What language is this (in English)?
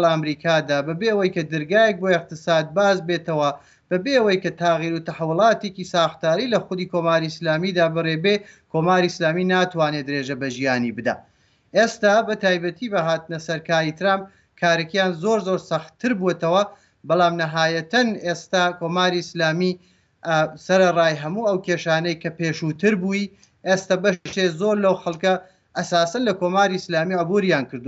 Central Kurdish